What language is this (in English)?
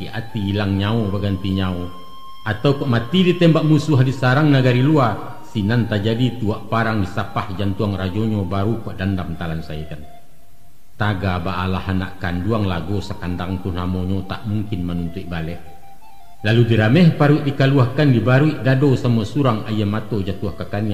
Minangkabau